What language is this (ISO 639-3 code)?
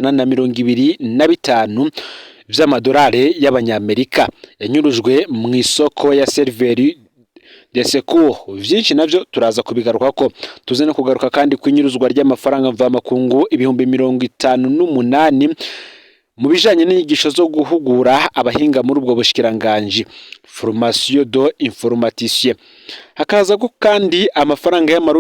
run